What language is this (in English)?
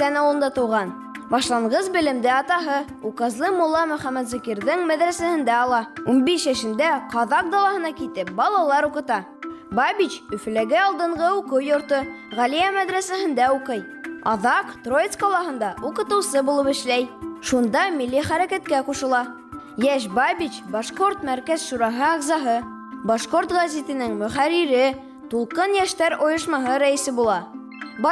Bashkir